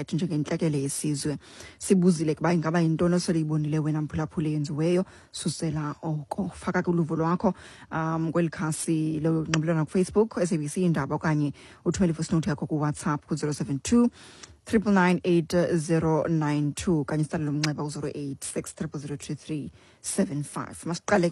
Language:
Xhosa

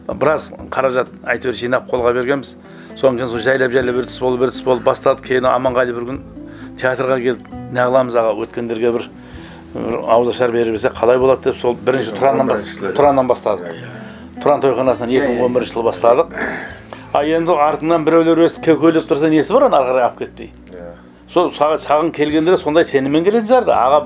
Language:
Kazakh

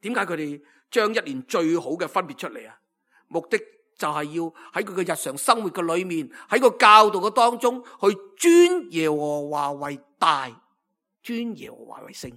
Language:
Cantonese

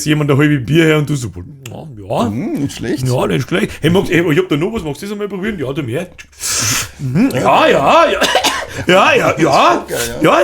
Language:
Bavarian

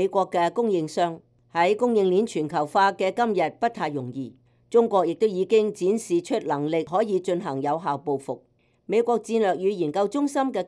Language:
Cantonese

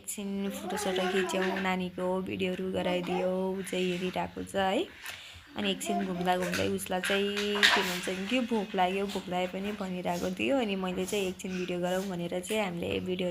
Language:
Nepali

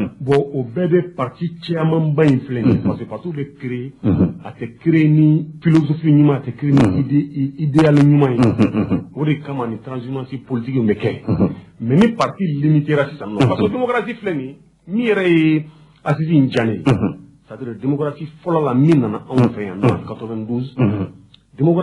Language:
Bambara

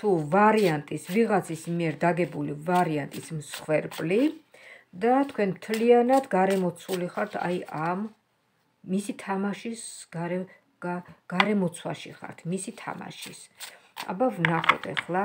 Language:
Georgian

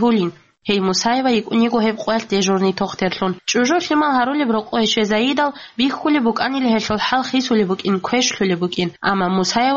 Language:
Avaric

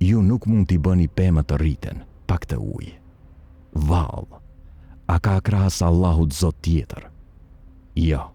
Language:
Albanian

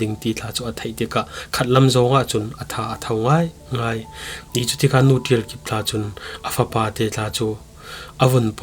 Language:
Falam Chin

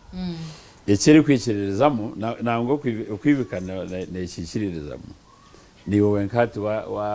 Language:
Nyankole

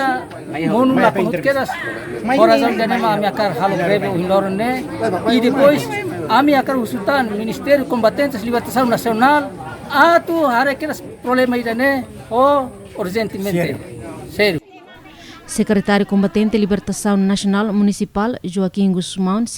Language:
Tetum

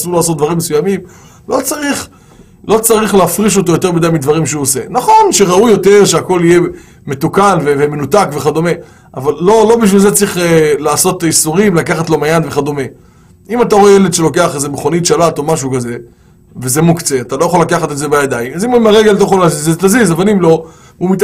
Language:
Hebrew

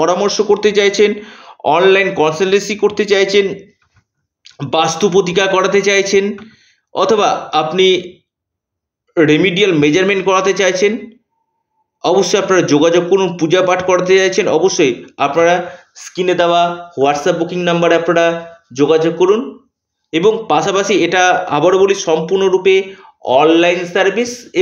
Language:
Bangla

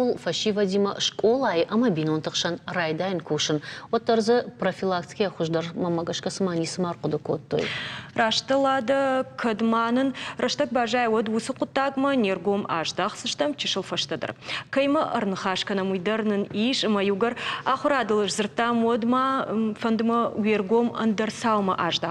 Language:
Ossetic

